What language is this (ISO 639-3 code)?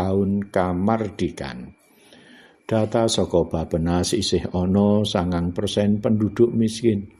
jav